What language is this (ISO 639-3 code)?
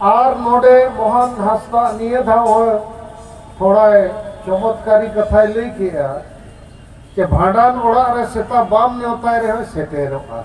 sat